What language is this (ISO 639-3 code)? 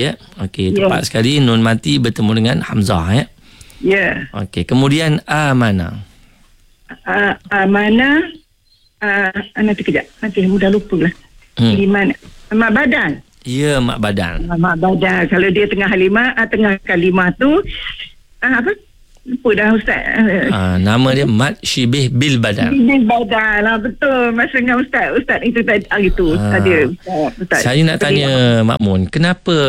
msa